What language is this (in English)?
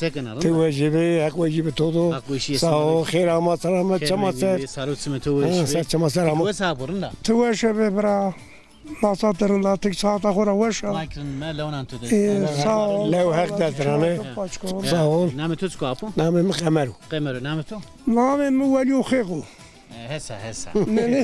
Zaza